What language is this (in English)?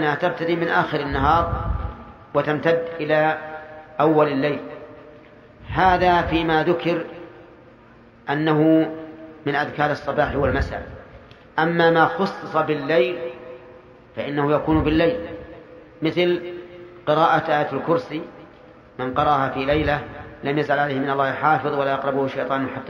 Arabic